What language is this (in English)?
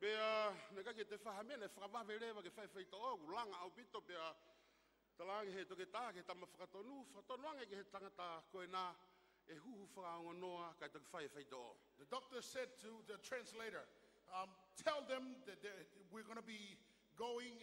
Tongan